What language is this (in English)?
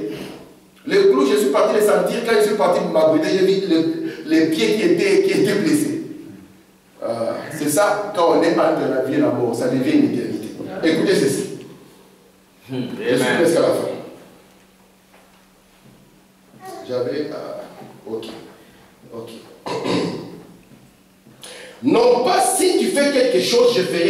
French